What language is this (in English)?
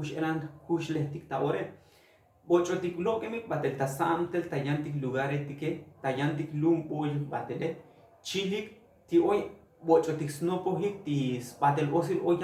Tzotzil